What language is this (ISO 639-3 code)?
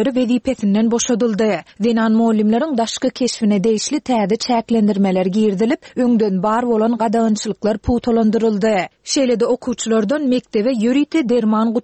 tuk